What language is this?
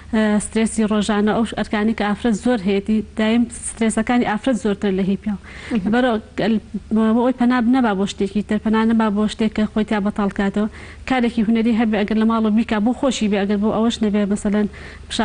Central Kurdish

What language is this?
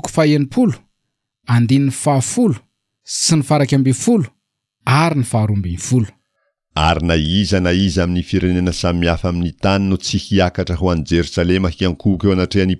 Malagasy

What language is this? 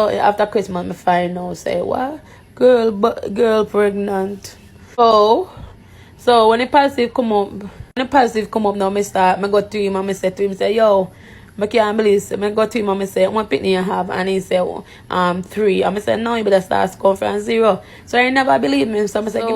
Jamaican Creole English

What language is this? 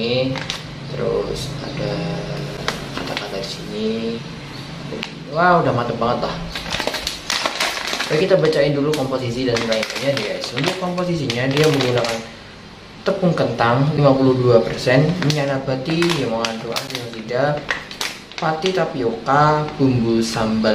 Indonesian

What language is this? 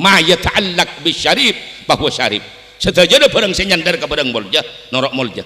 Madurese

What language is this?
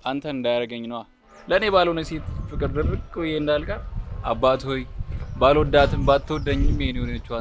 Amharic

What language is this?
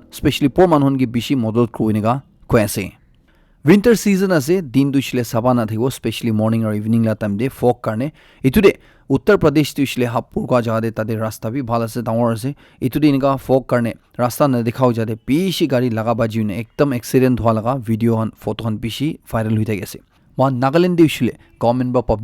Naga Pidgin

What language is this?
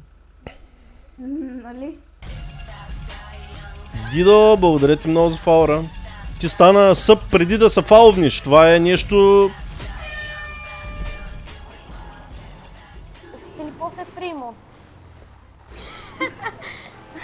Bulgarian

